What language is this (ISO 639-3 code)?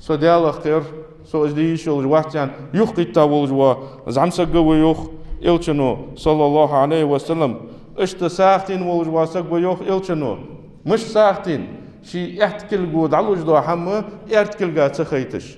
inh